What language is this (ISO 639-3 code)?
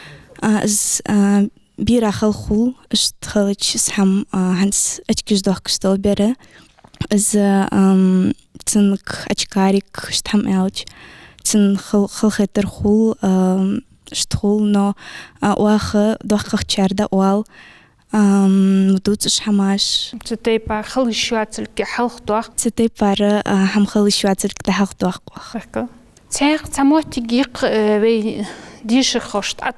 inh